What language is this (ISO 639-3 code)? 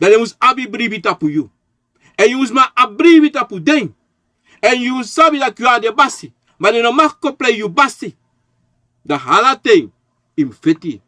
srn